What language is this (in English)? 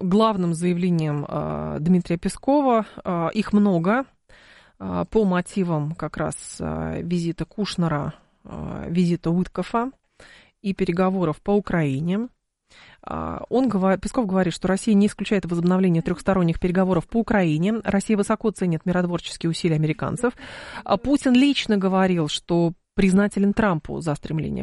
Russian